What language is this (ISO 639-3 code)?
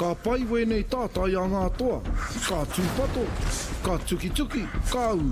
mri